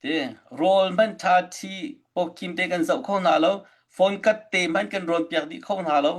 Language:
Hakha Chin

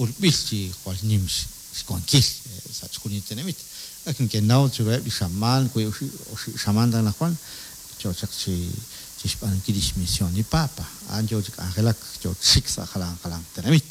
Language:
Kekchí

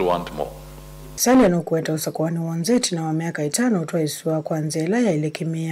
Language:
Kamba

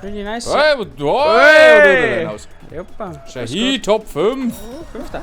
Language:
Bavarian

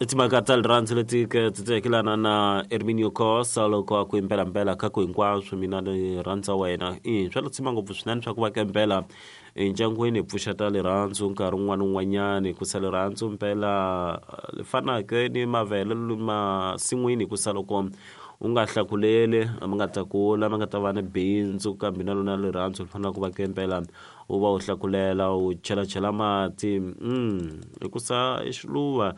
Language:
Tsonga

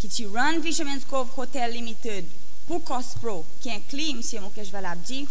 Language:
Seselwa Creole French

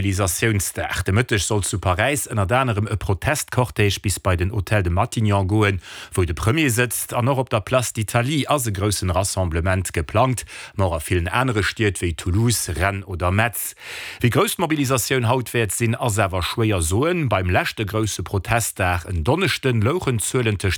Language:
Luxembourgish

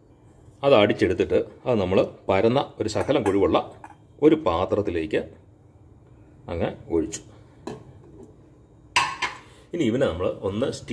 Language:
Malayalam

